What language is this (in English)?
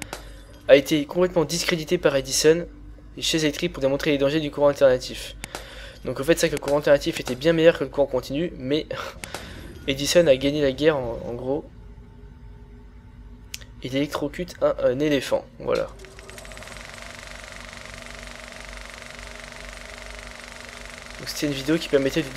French